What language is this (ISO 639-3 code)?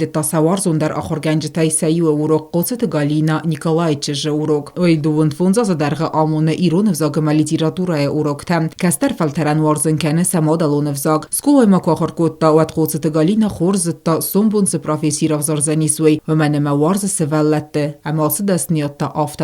oss